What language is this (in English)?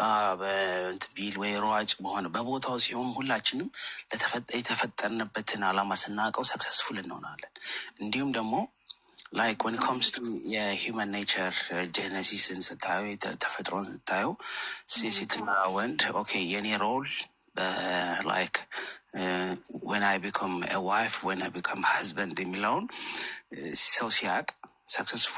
Amharic